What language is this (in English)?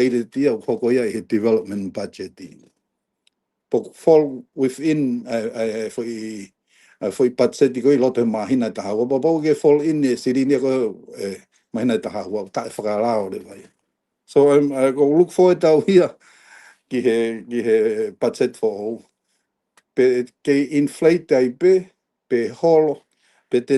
Tongan